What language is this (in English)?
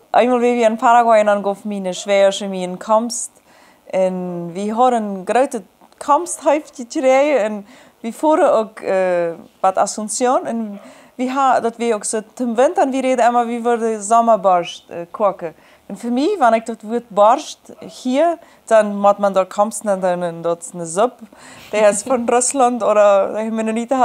Plautdietsch